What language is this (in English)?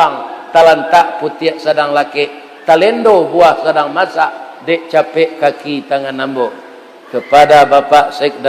Minangkabau